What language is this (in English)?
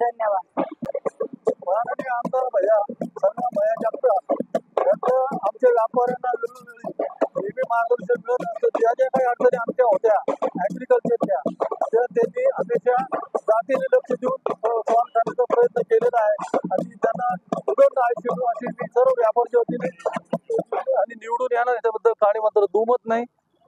Marathi